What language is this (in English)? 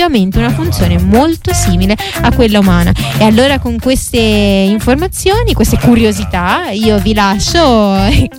Italian